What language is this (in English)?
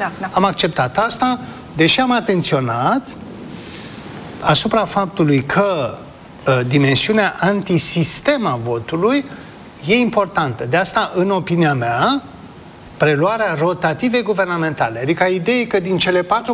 Romanian